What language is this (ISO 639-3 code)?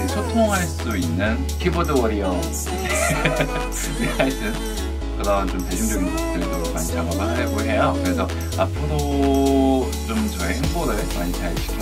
kor